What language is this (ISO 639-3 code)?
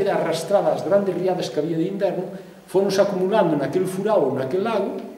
glg